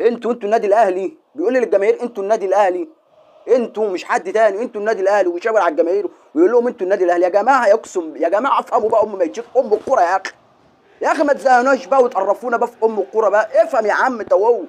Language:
Egyptian Arabic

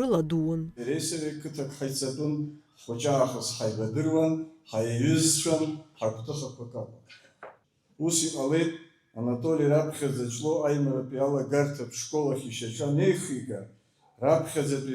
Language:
Abkhazian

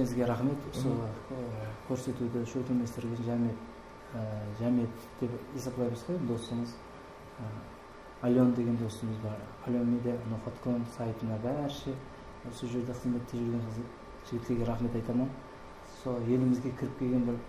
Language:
Kara-Kalpak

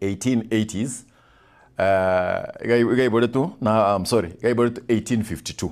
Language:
Gusii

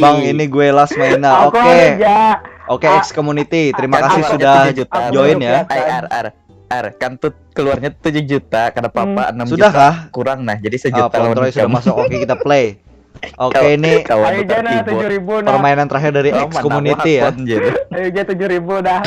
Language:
Banjar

